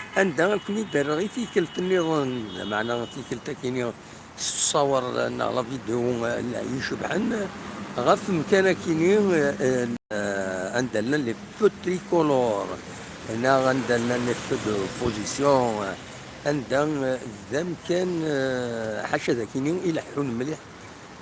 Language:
Kabyle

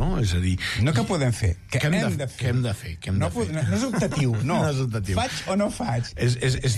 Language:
Catalan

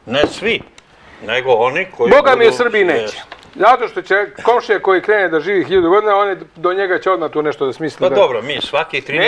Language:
Serbian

